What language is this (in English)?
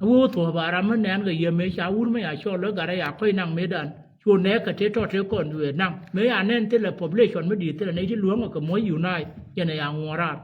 Nuer